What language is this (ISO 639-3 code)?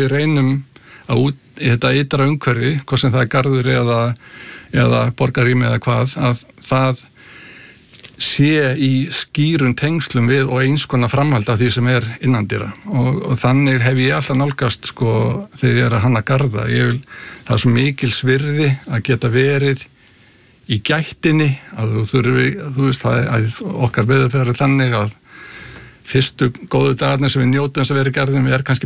isl